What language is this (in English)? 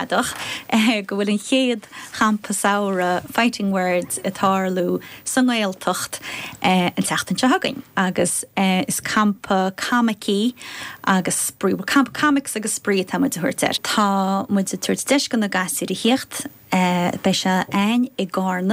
Irish